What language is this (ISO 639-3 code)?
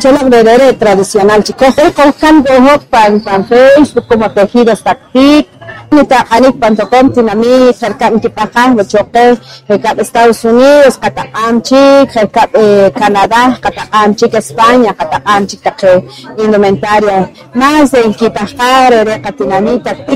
poh